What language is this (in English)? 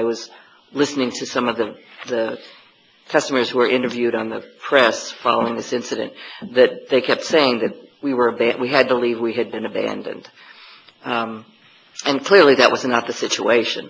English